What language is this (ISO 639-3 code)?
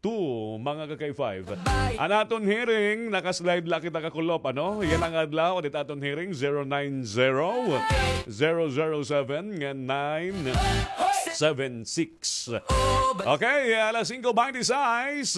war